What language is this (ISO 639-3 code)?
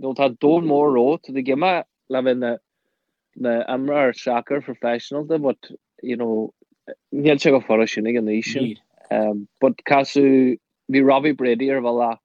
gle